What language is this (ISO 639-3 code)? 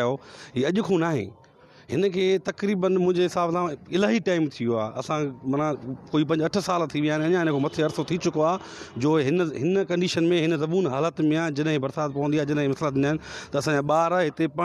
snd